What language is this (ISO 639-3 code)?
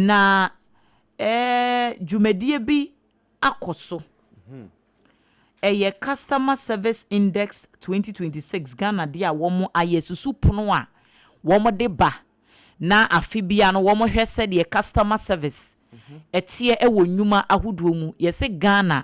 aka